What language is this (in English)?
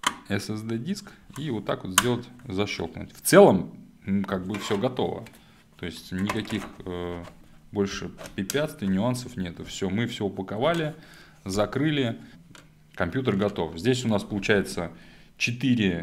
Russian